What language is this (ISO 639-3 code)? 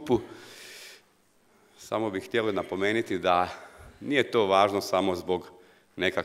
srp